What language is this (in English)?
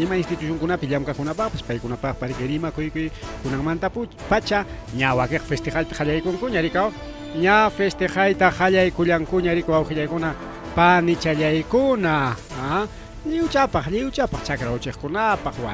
Ayacucho Quechua